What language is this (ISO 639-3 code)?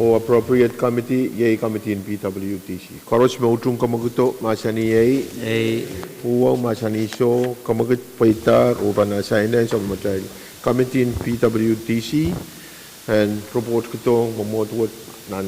pon